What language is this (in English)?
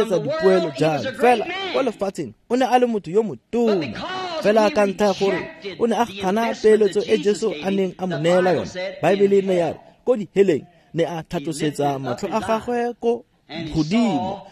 Tswana